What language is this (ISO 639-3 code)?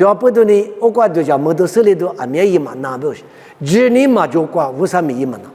lis